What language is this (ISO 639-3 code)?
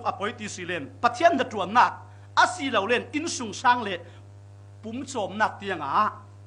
cfm